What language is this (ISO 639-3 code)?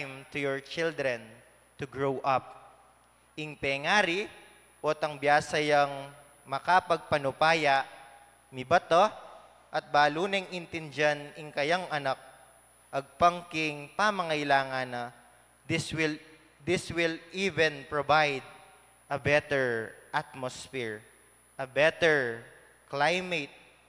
pam